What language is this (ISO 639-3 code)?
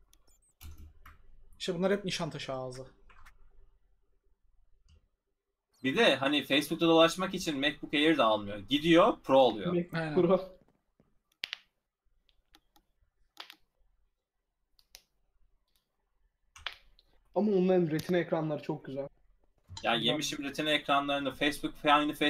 tur